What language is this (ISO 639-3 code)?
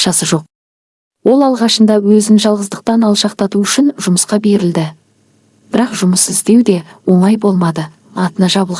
kaz